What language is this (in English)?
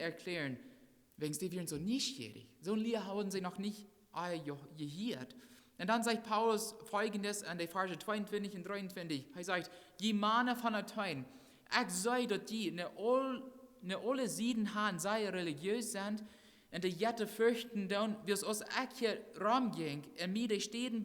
Plautdietsch